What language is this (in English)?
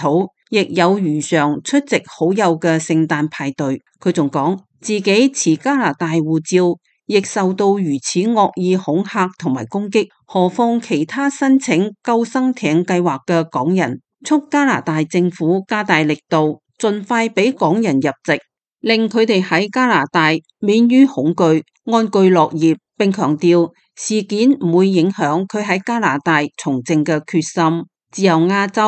Cantonese